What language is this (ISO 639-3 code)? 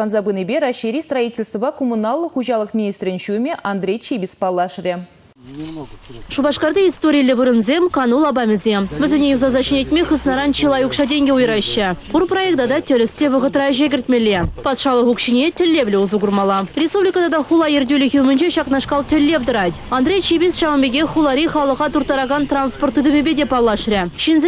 chv